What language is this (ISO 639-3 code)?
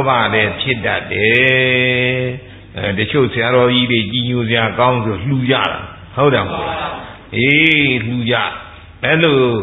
mya